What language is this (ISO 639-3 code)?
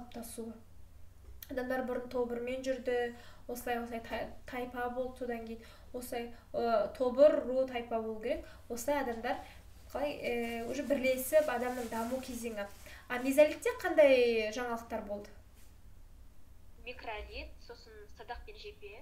kaz